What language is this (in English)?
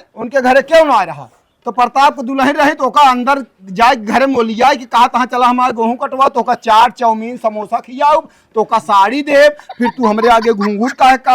Awadhi